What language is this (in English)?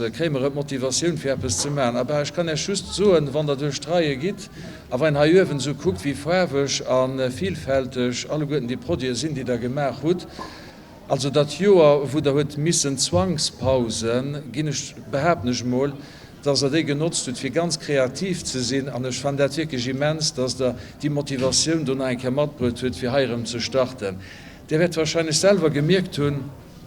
Luxembourgish